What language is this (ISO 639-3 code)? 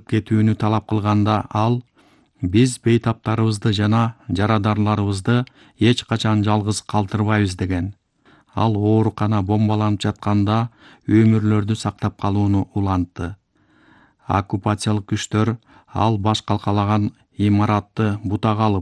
kir